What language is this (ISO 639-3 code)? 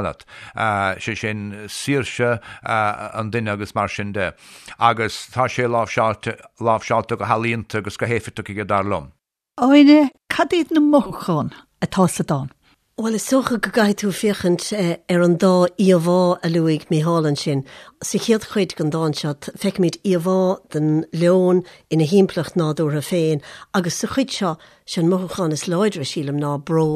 gle